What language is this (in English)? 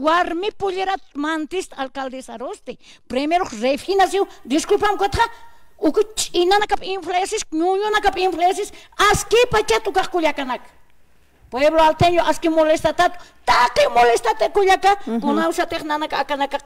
Aymara